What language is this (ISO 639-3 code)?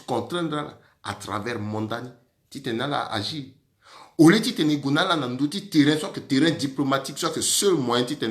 sag